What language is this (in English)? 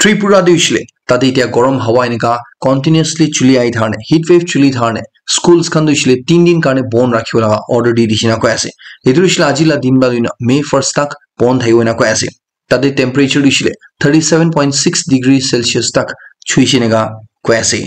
Naga Pidgin